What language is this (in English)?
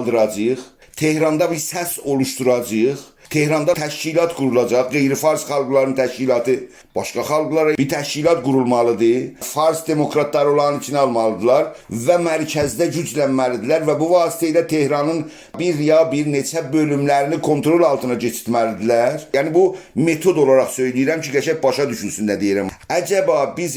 South Azerbaijani